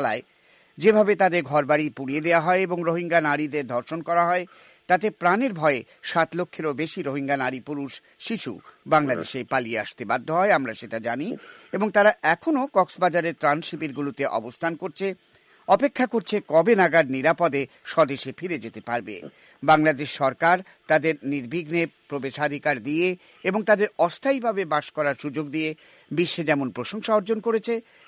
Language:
Bangla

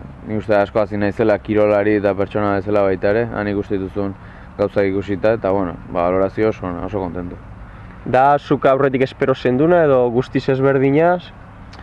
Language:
Basque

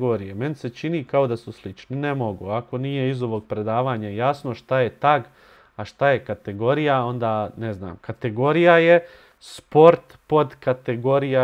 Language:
Bosnian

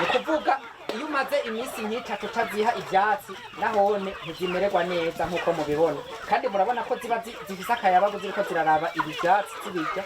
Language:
Rundi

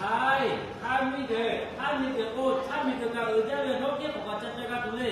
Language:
Lahu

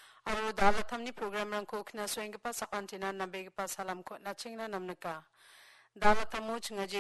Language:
Garo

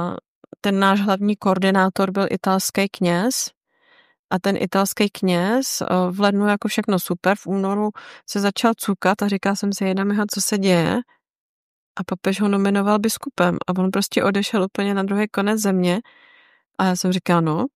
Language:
Czech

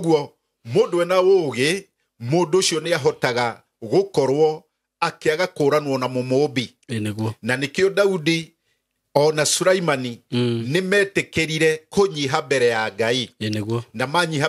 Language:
Kikuyu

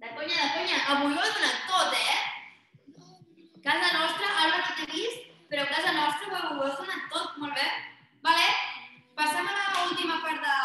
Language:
Catalan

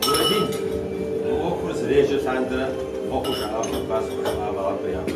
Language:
Kabardian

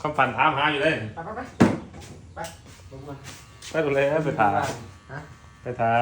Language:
Lao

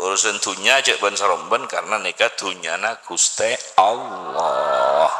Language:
Madurese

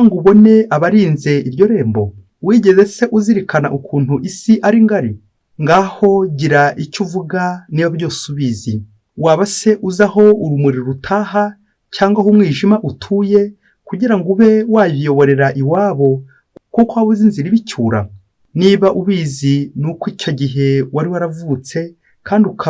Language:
Kinyarwanda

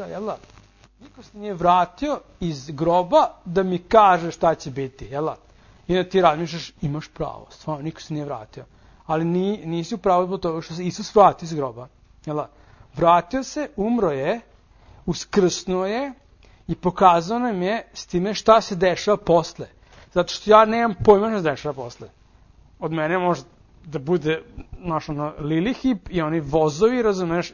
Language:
Serbian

